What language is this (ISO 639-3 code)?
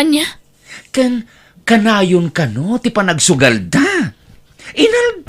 ilo